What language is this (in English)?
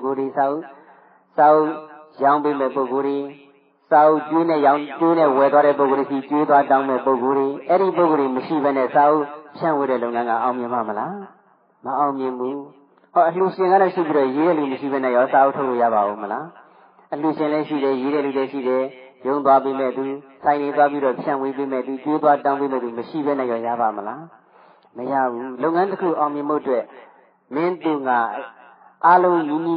Burmese